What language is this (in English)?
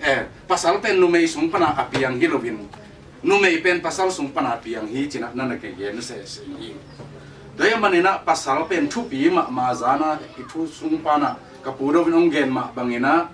Tedim Chin